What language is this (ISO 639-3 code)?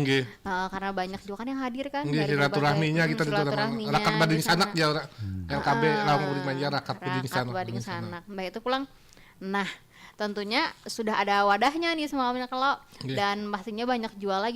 bjn